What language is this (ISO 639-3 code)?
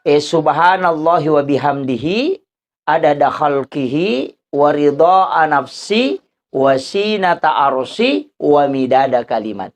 bug